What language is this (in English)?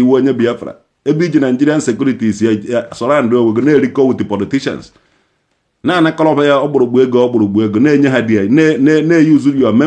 Igbo